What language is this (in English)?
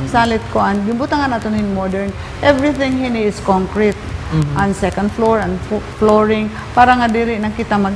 Waray